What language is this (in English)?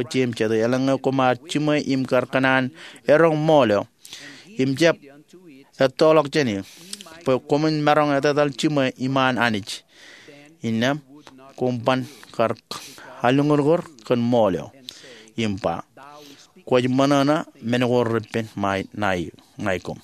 Marshallese